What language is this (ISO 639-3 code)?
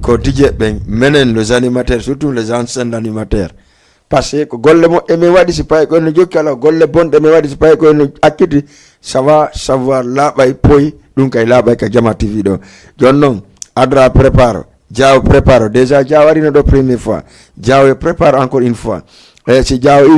ful